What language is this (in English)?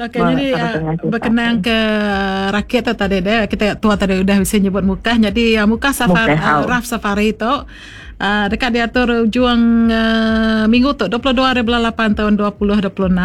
Iban